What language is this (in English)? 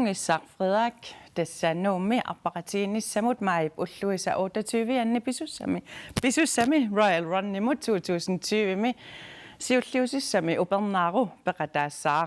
Kalaallisut